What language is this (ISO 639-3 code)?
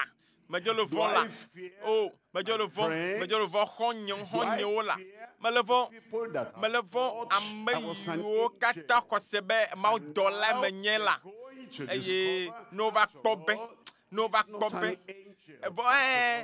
ewe